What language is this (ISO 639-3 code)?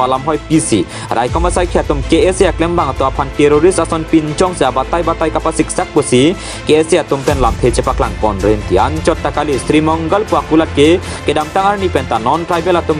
mjw